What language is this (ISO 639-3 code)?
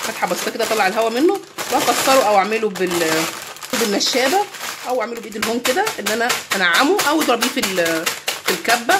arz